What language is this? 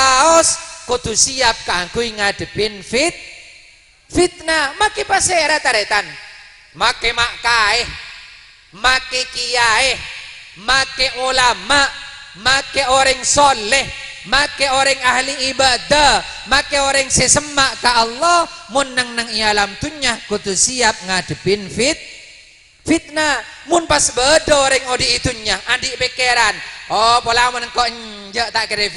Madurese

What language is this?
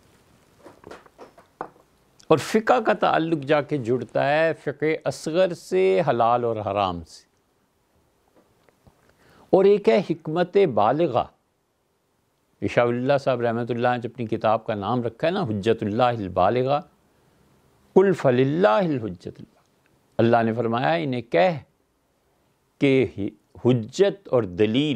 Urdu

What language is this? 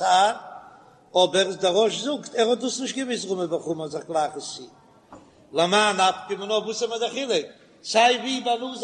Yiddish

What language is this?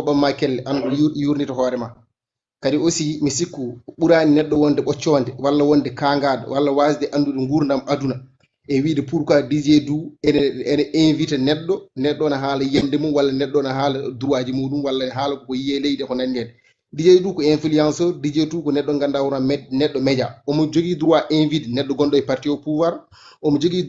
Fula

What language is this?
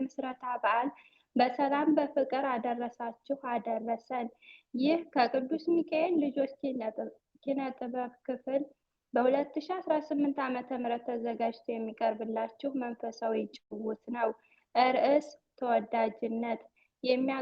Amharic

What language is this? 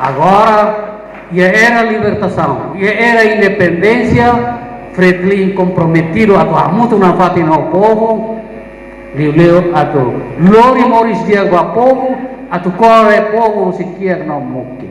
Tetum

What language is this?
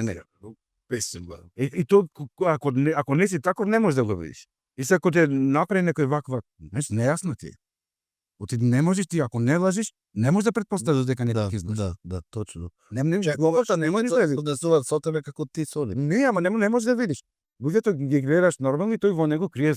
Macedonian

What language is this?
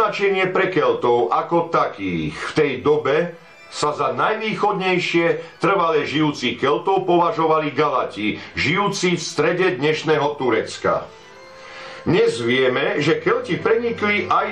Slovak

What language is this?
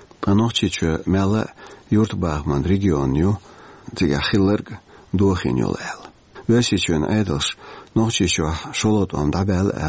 Chechen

